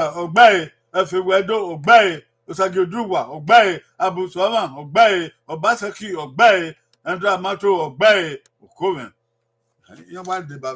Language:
Bini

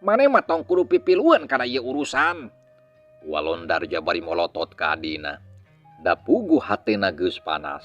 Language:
Sundanese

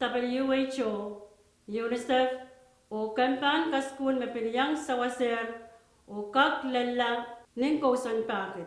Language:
Pohnpeian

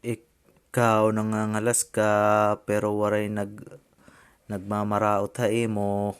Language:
Waray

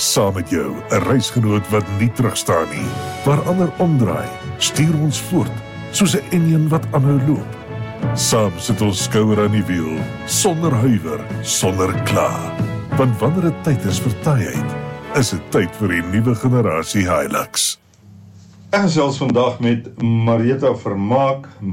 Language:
Afrikaans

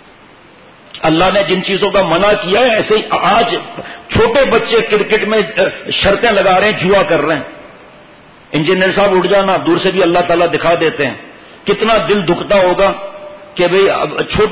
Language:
Urdu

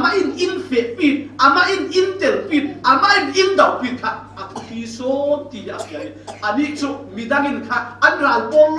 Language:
Falam Chin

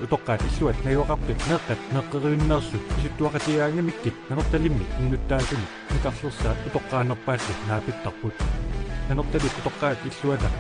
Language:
Kalaallisut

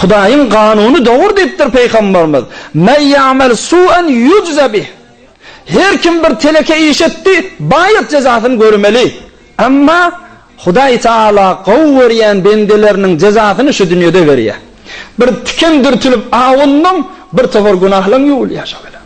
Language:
Turkmen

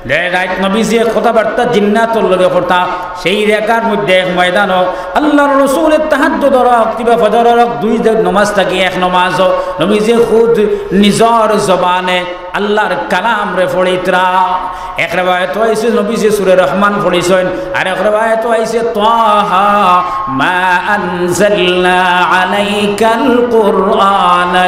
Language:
Sylheti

